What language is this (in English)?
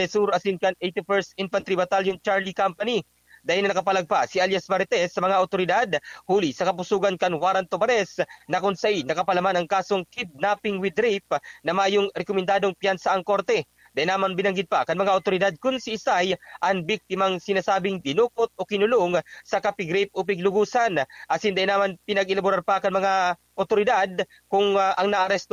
Bikol